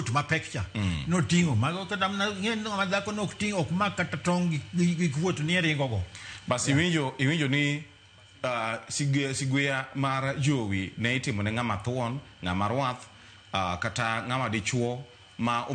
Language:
Luo (Kenya and Tanzania)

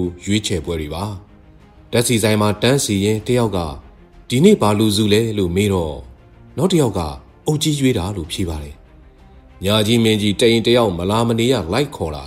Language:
Burmese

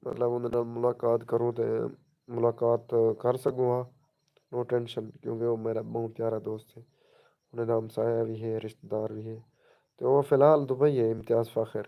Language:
Saraiki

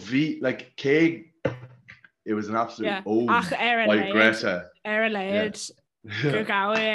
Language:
Irish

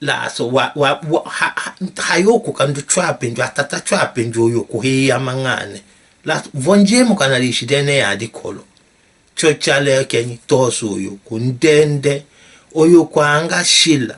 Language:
Tetela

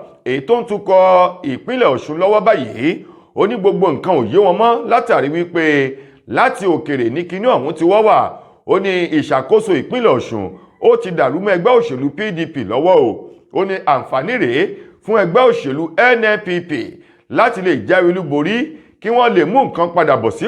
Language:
Yoruba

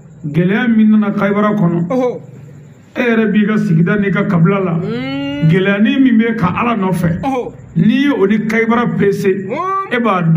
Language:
Bambara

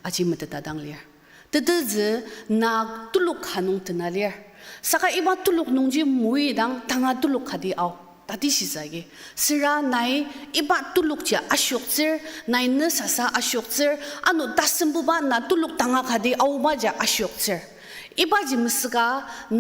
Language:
Ao Naga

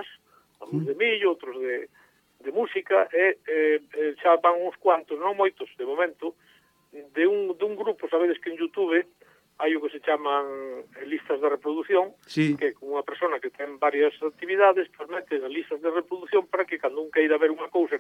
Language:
Galician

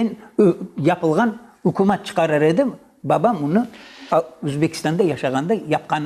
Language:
Crimean Tatar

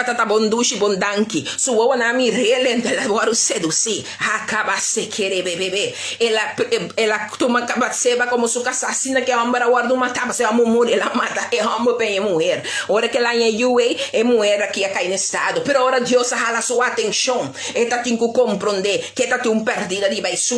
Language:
Papiamento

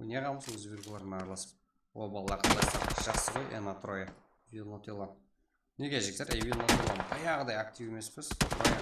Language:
Kara-Kalpak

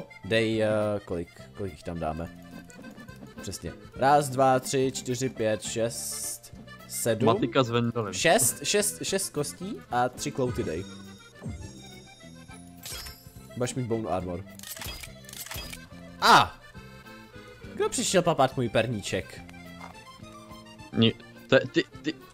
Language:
Czech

